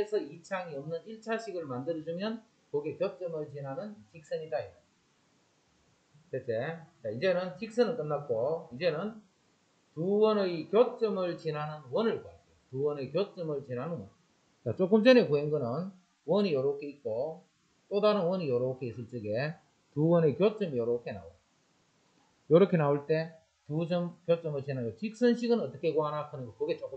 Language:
Korean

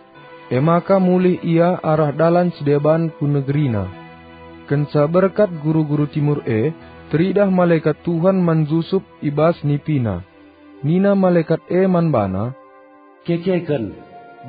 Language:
Batak Karo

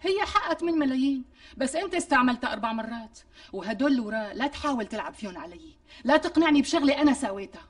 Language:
North Levantine Arabic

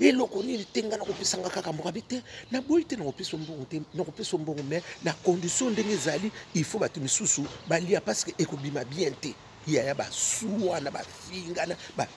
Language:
Lingala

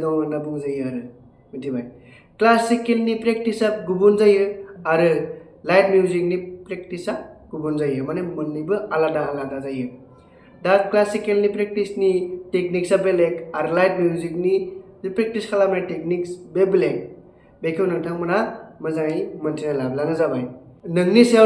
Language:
Bodo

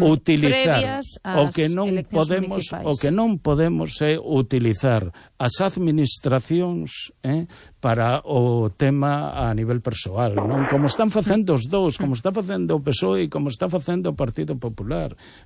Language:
Galician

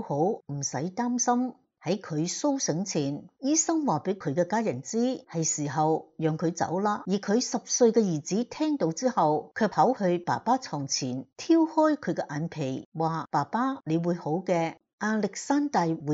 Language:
Cantonese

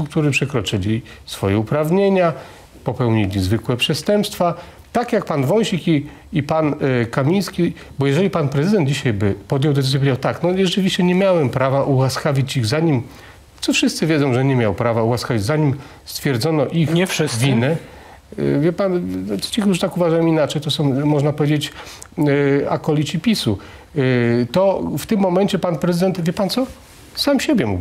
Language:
Polish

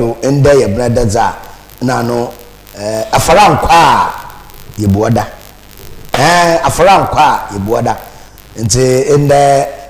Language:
Akan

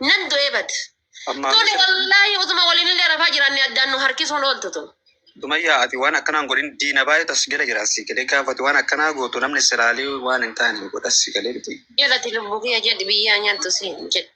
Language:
Oromo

